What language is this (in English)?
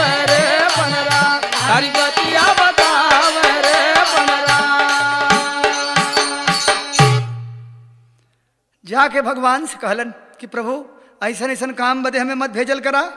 Bhojpuri